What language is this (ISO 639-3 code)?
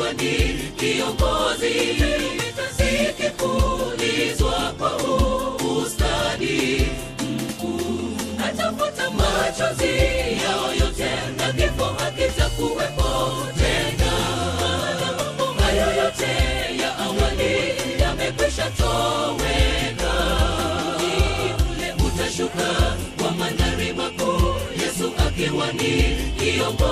swa